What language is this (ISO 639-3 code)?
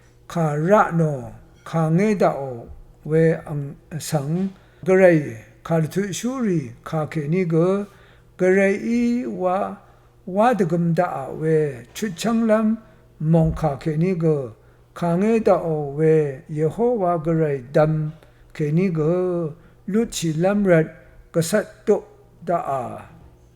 raw